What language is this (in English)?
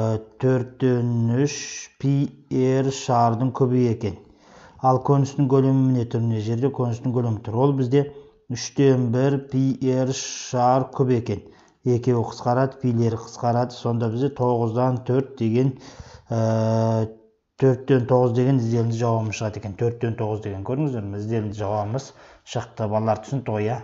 Kazakh